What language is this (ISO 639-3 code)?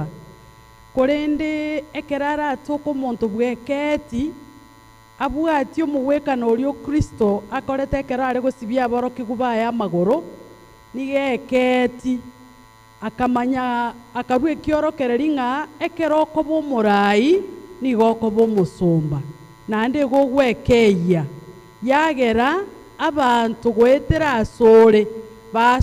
guz